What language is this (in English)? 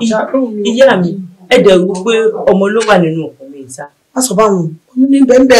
Yoruba